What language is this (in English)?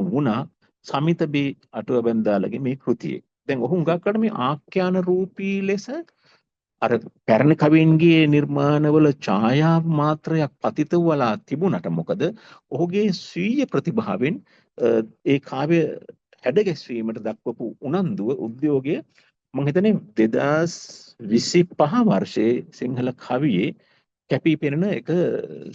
Sinhala